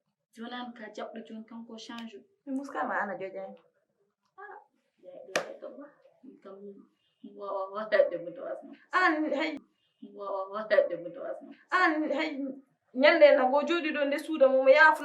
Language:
Fula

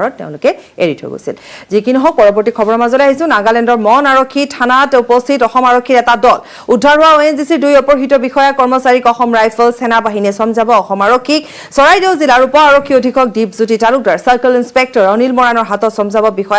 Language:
Assamese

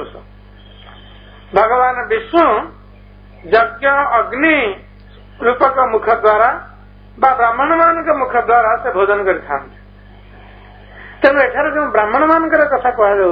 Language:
Odia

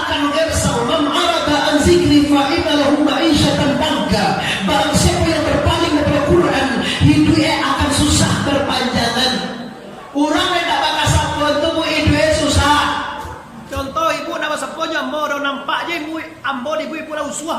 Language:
Minangkabau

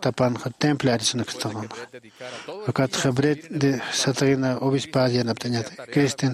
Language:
Aymara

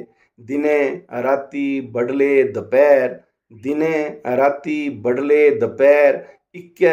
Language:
Dogri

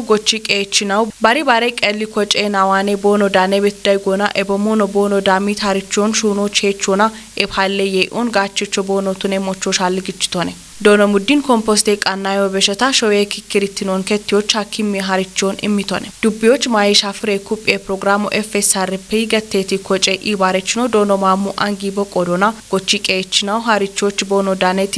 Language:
Kafa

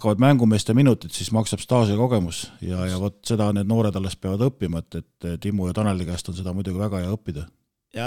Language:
Estonian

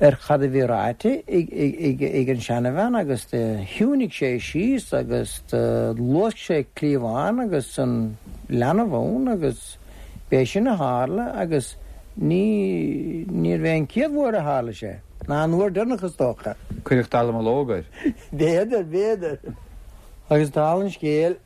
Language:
Irish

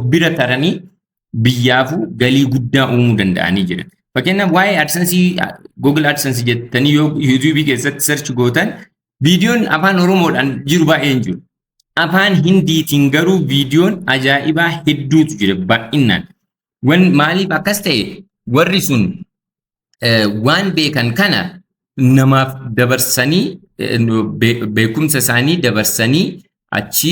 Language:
Oromo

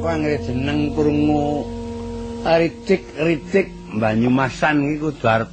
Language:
Javanese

